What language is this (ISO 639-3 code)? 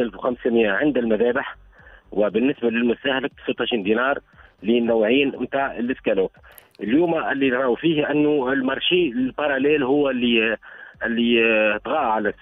aeb